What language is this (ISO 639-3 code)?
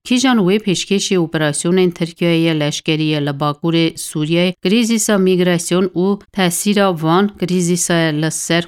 kur